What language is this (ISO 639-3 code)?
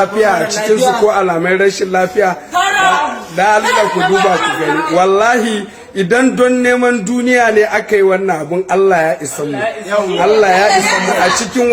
hau